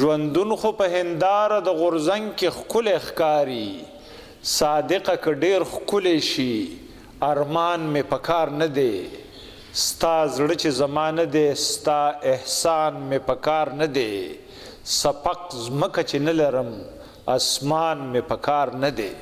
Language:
Pashto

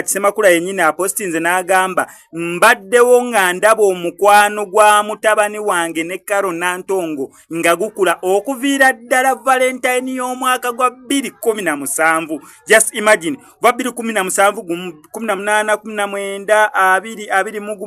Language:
Ganda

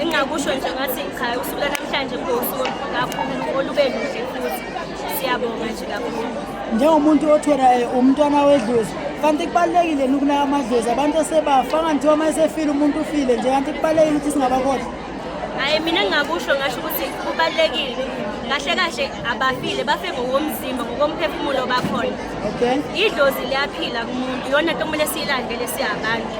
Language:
Zulu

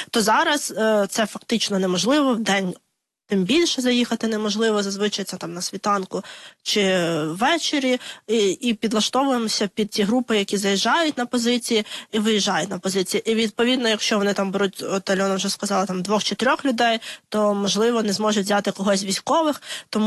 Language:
Ukrainian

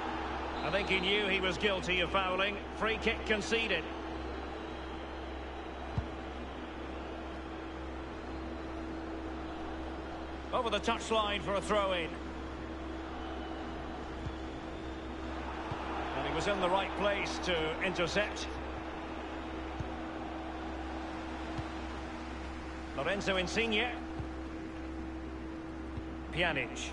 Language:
English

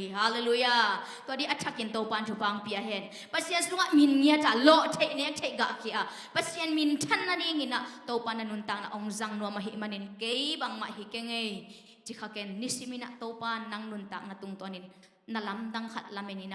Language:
Tedim Chin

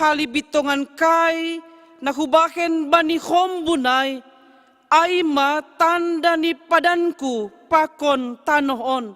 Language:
Batak Simalungun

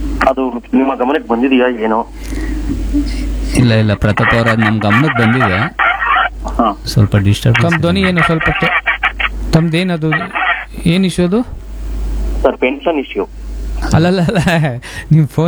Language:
Kannada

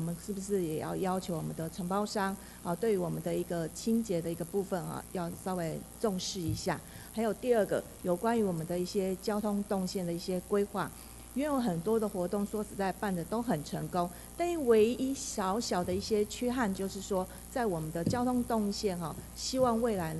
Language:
Chinese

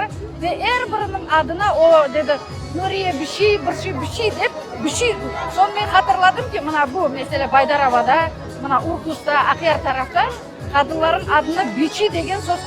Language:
Crimean Tatar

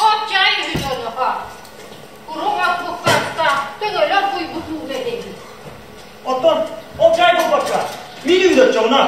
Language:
Yakut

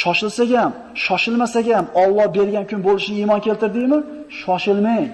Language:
Uzbek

